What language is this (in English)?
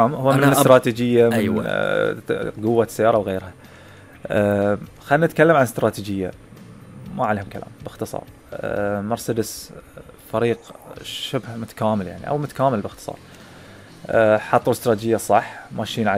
Gulf Arabic